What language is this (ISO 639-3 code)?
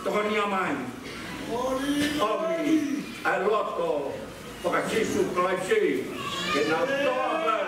ton